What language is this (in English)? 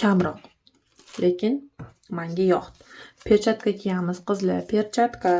Uzbek